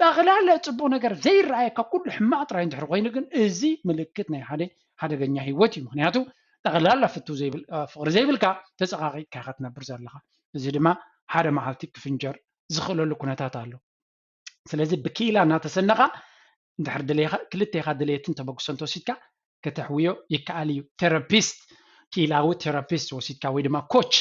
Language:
Tigrinya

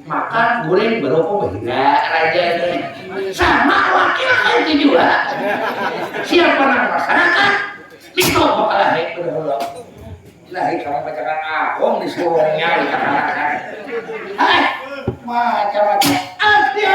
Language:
Banjar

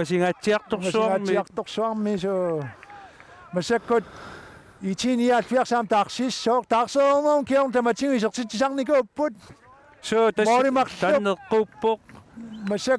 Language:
Kalaallisut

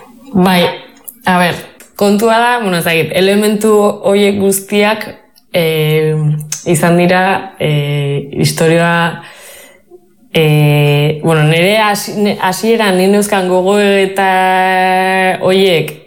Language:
Basque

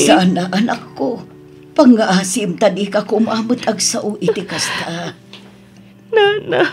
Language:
Iloko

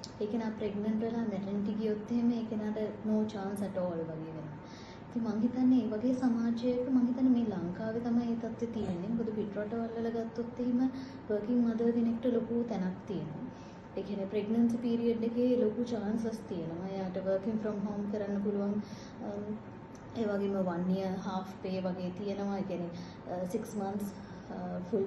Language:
Sinhala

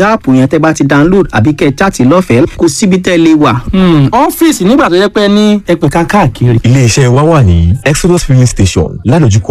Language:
Yoruba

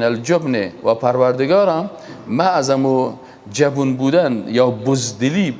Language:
Persian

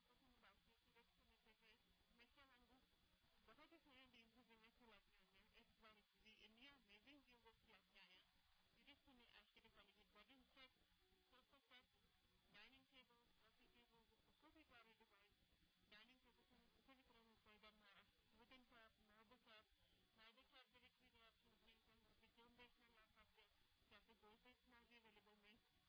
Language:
Punjabi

